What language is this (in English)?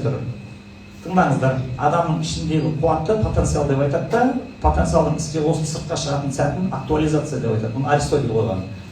Kazakh